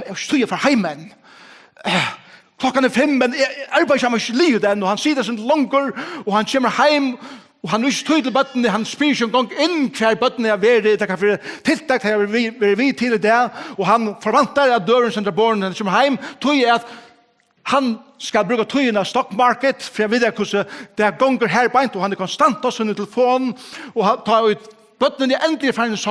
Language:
Faroese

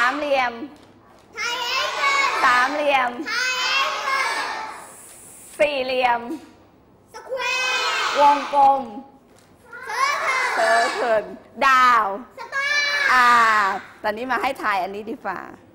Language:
Thai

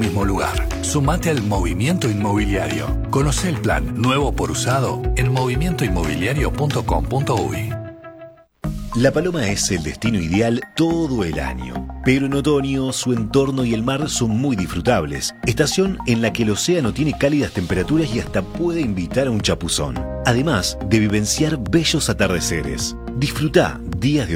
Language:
Spanish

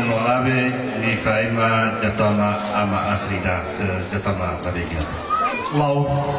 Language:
Nias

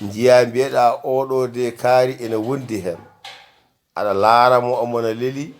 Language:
Fula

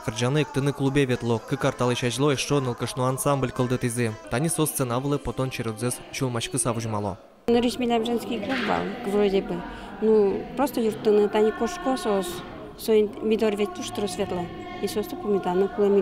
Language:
Udmurt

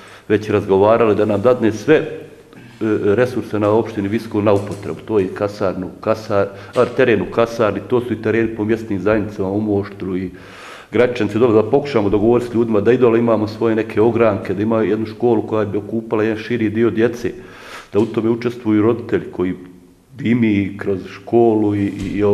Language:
Bosnian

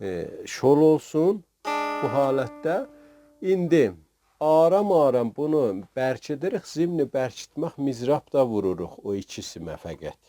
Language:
South Azerbaijani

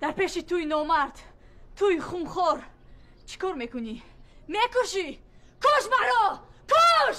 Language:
Tajik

